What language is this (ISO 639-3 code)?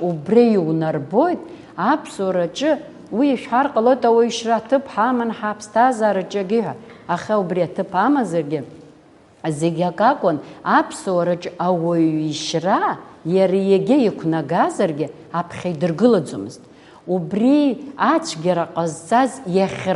abk